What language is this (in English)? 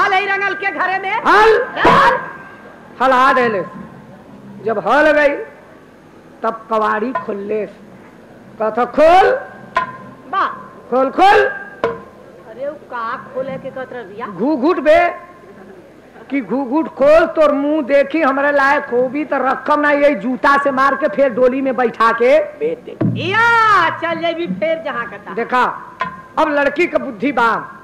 Bhojpuri